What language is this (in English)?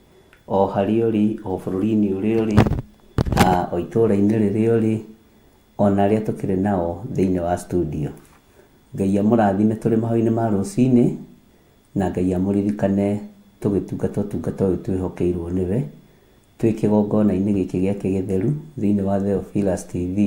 Kikuyu